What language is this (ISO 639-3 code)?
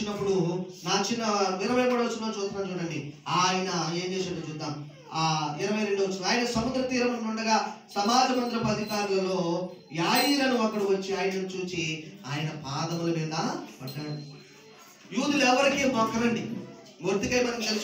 tel